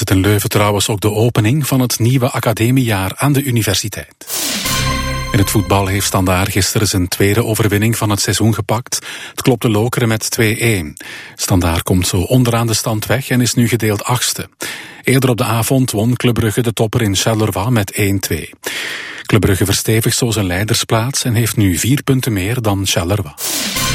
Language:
Dutch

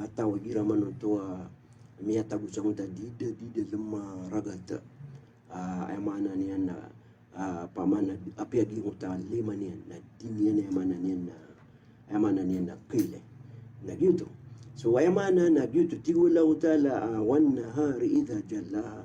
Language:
Maranao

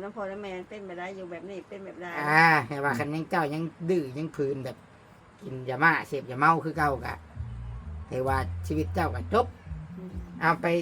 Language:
Northeastern Thai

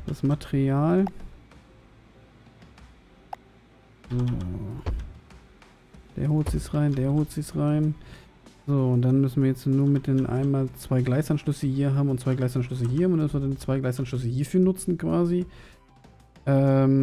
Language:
German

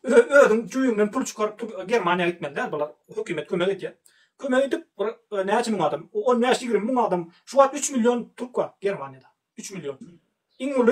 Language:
Turkmen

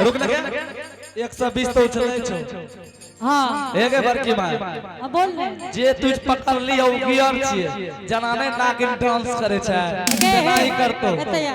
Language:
Angika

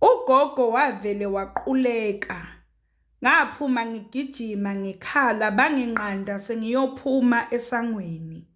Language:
Zulu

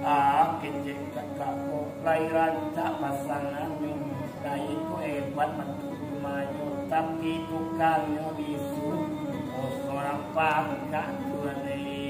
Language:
Minangkabau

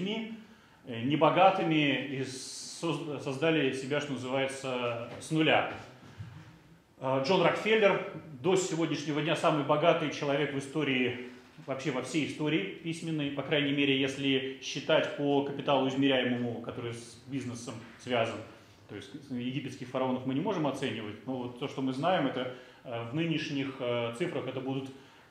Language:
Russian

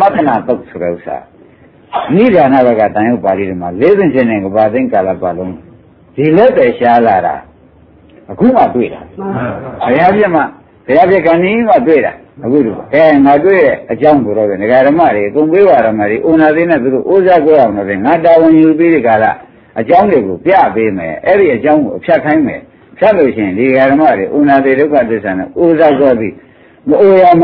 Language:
Burmese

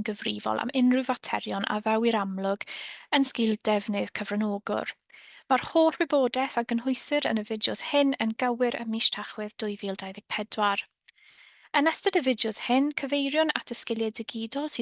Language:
Welsh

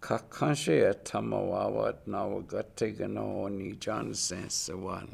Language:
Chippewa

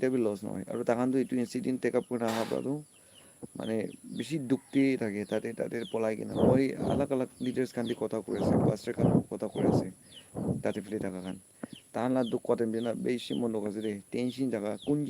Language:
Naga Pidgin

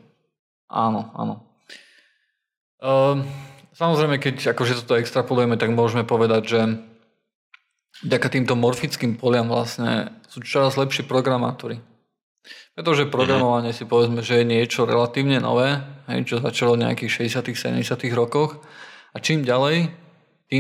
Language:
Slovak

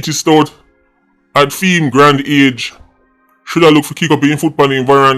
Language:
Jamaican Creole English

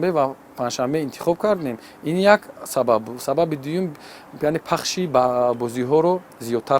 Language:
Tajik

